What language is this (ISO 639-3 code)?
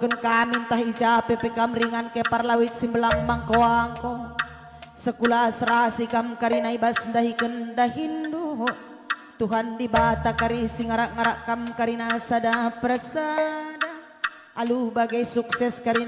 btx